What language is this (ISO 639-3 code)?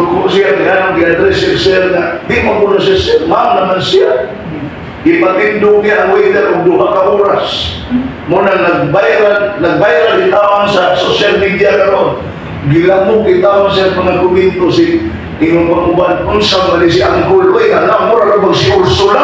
ceb